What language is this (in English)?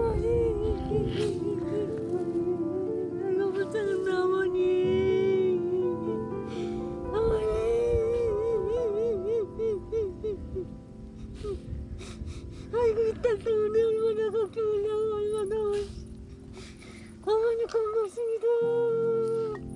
Korean